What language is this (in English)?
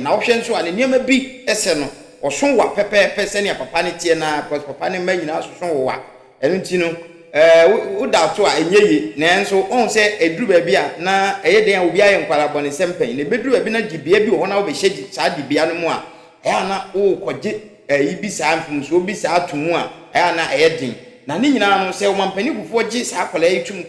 Akan